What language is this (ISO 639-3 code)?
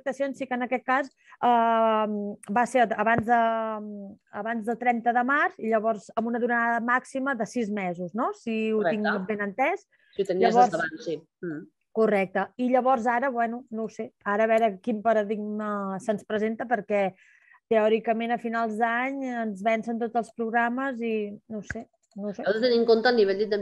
cat